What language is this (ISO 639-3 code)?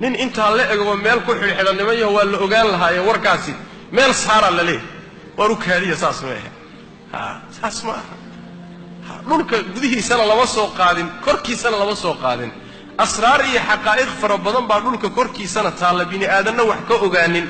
som